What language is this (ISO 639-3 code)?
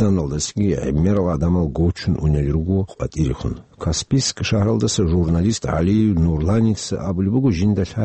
ava